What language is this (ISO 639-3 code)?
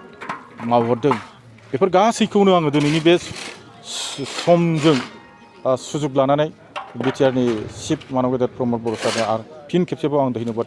brx